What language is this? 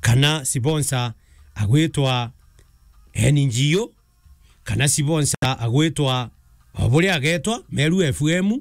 Meru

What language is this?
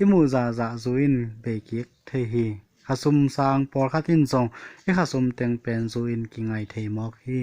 Tedim Chin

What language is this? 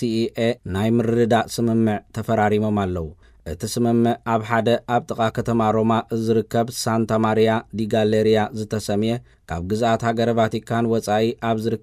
Tigrinya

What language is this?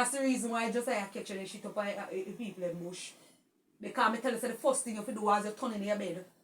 Jamaican Creole English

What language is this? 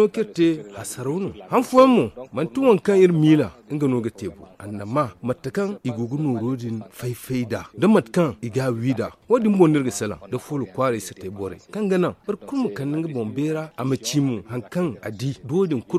Zarma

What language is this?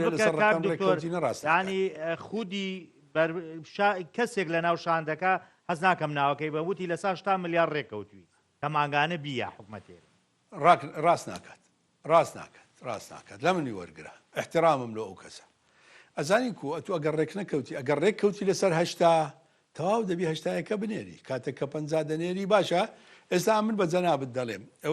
Central Kurdish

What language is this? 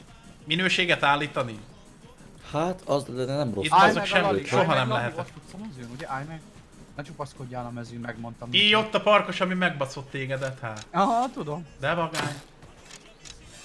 Hungarian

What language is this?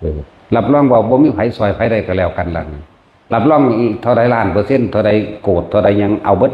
Northeastern Thai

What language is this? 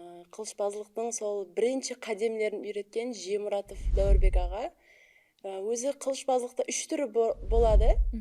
Kara-Kalpak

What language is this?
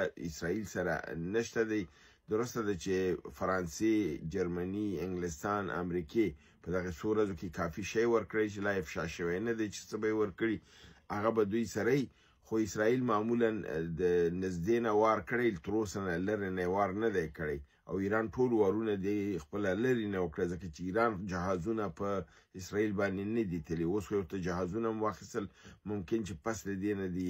Pashto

